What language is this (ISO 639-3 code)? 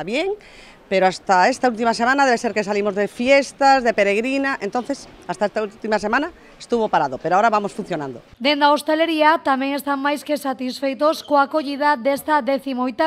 glg